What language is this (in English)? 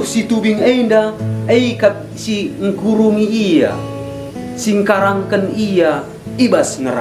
Batak Karo